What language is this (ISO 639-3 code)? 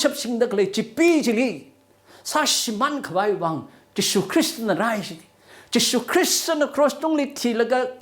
nmf